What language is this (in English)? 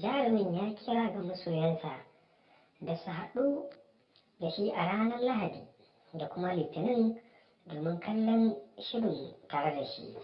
Hausa